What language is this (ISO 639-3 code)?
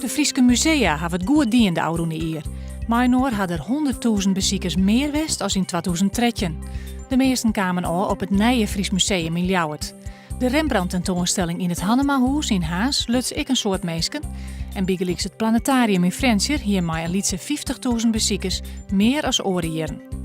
fry